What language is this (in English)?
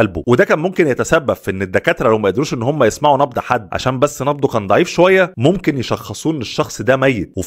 Egyptian Arabic